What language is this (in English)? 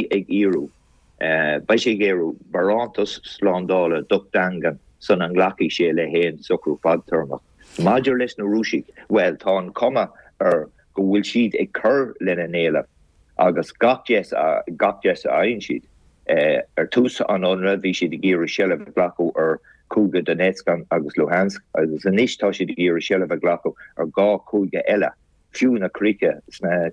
Irish